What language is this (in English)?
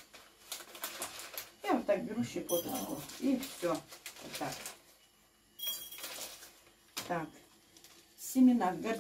Russian